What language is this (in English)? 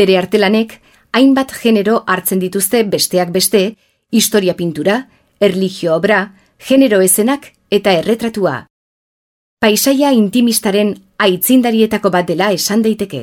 Basque